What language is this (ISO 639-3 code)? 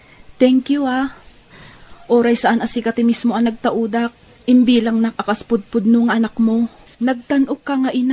ilo